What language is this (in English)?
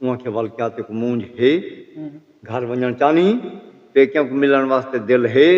Saraiki